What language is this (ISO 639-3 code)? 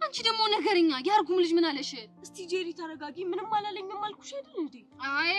amh